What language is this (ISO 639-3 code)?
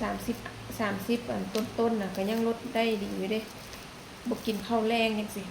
lao